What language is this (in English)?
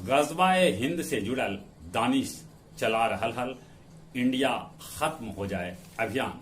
Magahi